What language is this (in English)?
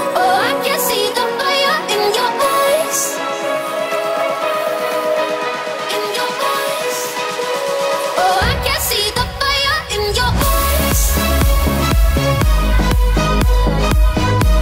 English